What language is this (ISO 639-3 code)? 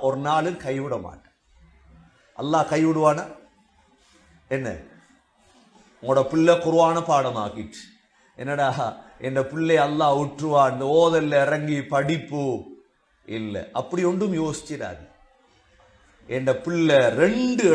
tam